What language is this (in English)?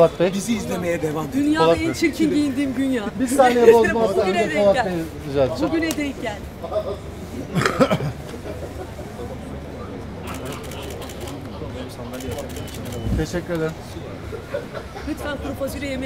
Turkish